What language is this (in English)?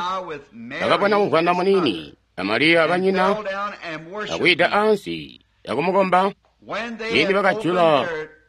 Tonga (Zambia)